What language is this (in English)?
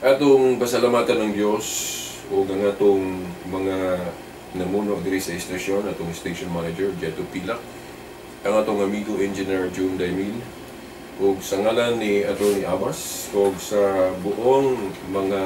Cebuano